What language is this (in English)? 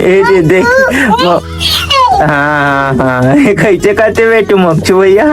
Chhattisgarhi